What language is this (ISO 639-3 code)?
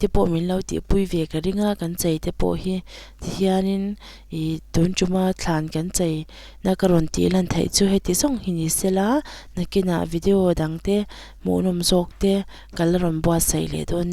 lus